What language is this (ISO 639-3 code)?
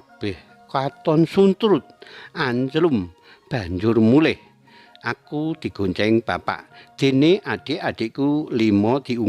jav